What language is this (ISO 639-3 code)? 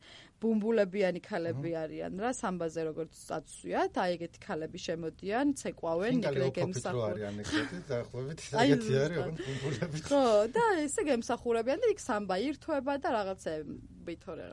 kat